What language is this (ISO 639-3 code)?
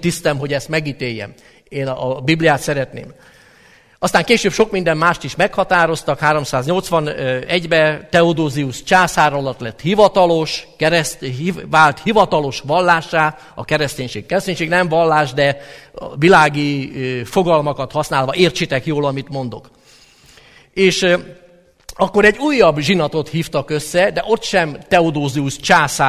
hun